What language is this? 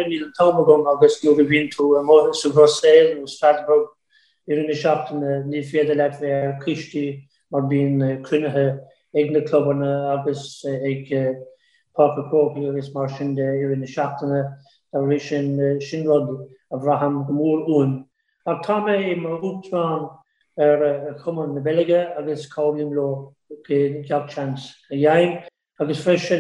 Irish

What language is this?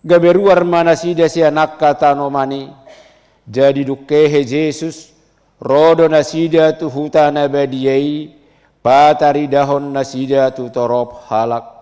Batak Toba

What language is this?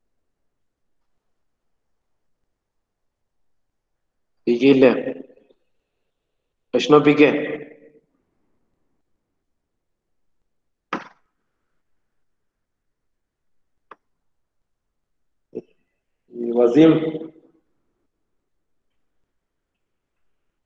Malayalam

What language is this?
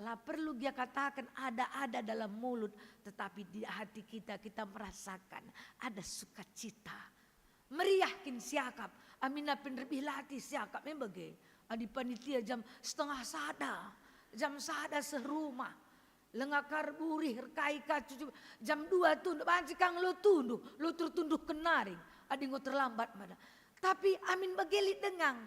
Batak Karo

